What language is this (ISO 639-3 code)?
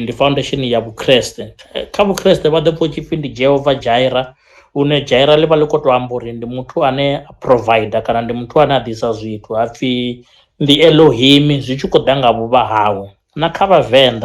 ven